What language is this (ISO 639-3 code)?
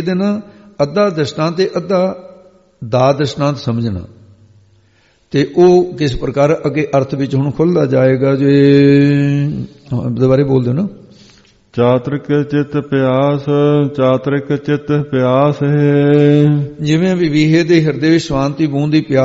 pan